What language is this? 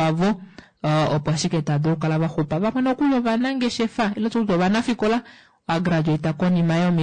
Kuanyama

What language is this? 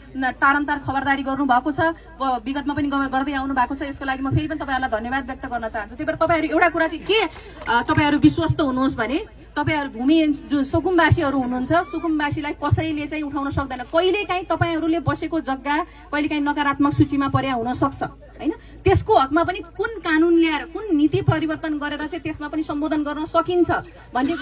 Nepali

